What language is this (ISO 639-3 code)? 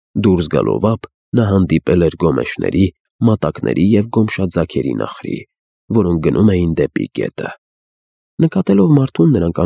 hye